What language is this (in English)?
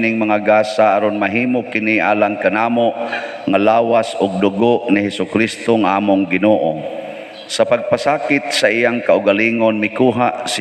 Cebuano